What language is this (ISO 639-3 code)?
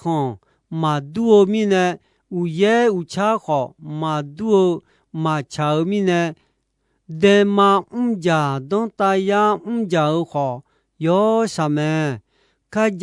ahk